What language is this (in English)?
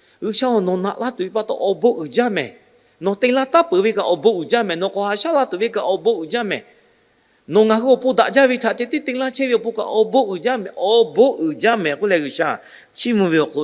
Lahu